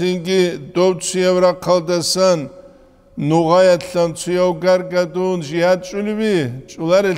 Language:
Avaric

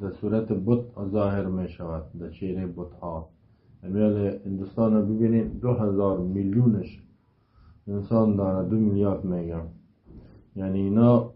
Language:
Persian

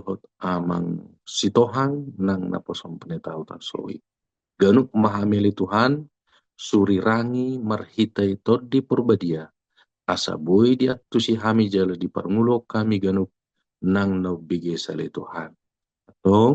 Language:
Batak Toba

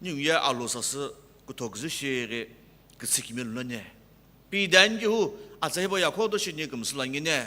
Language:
Sumi Naga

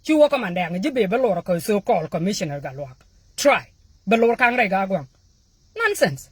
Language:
Nuer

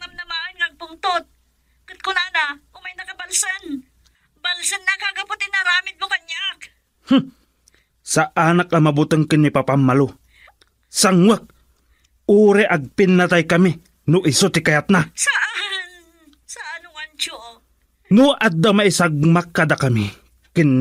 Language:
Iloko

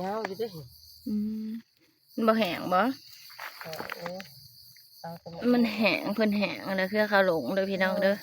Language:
Northeastern Thai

